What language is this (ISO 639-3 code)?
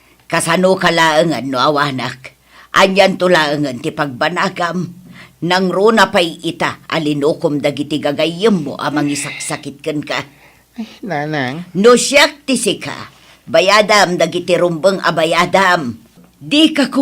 ilo